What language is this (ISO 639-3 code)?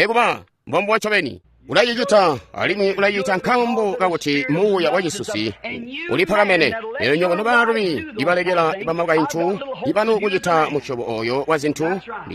toi